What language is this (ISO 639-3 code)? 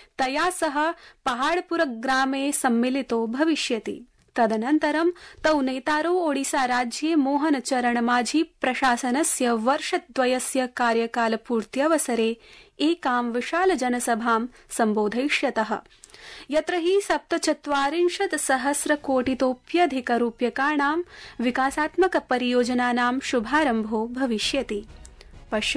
san